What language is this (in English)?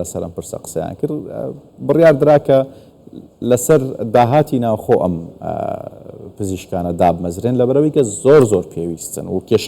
Central Kurdish